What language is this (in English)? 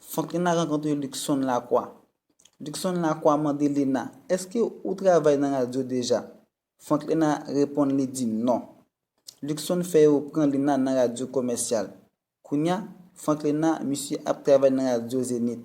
Haitian Creole